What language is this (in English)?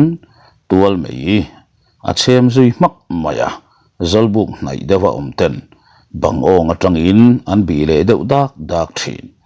Mizo